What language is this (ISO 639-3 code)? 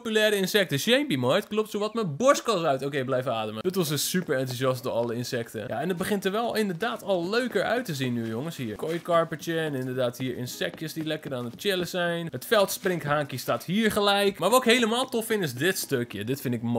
nld